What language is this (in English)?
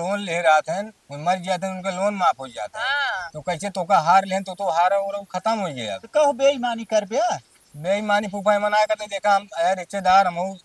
Awadhi